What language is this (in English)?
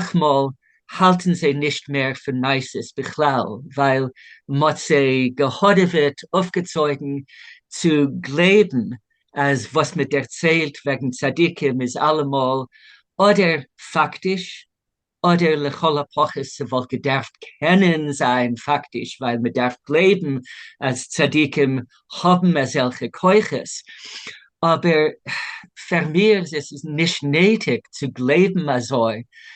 Yiddish